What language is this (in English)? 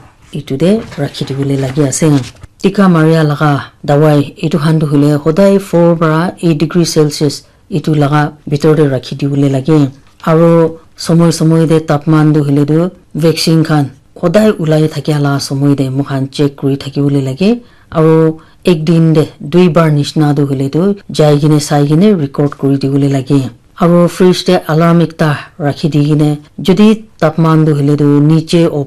Naga Pidgin